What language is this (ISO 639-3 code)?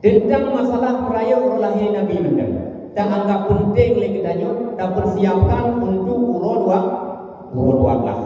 ace